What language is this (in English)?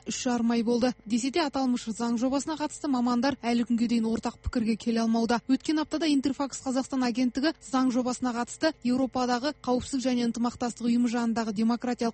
Kazakh